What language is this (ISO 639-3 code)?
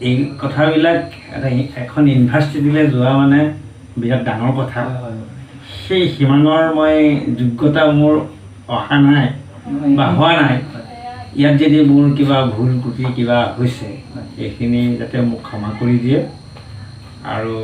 asm